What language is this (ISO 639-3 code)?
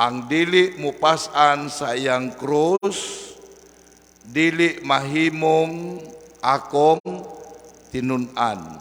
ceb